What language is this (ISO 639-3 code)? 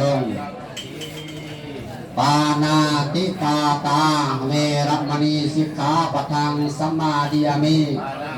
pli